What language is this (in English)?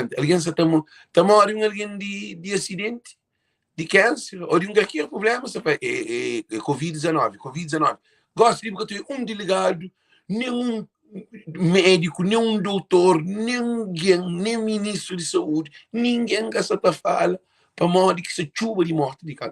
Kabuverdianu